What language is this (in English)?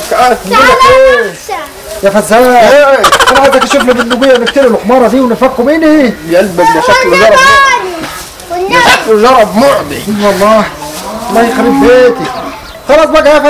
Egyptian Arabic